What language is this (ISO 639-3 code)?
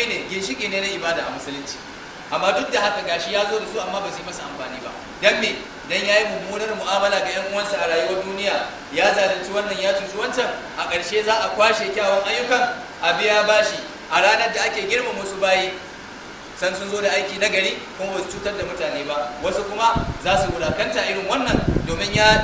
hau